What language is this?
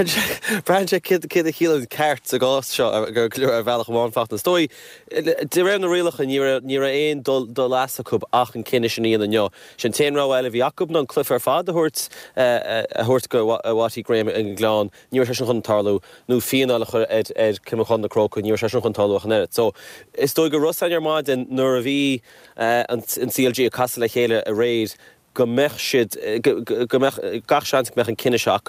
Irish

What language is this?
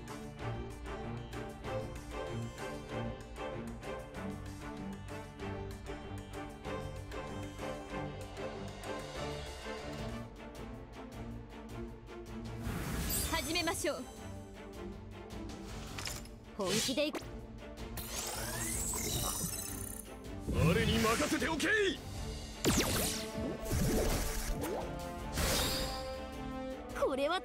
Japanese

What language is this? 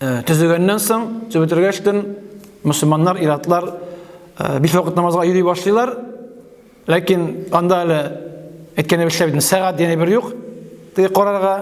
Tatar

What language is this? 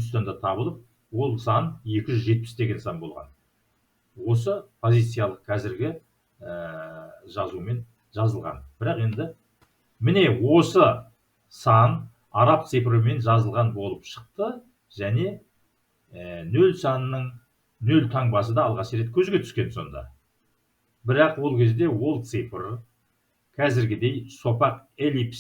Kazakh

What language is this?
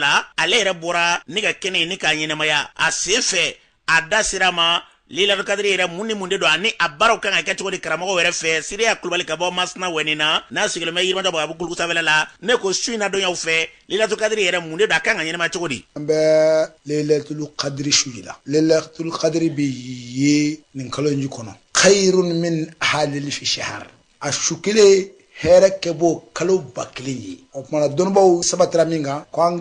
Bambara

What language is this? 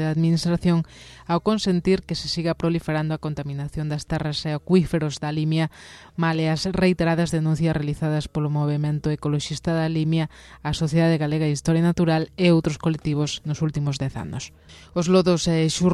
Galician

